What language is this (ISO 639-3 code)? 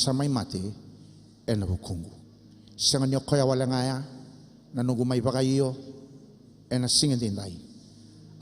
fij